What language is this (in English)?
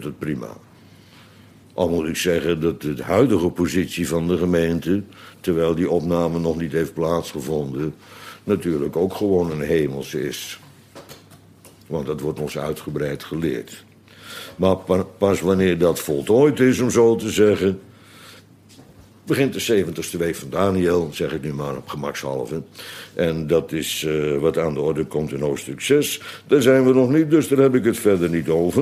Dutch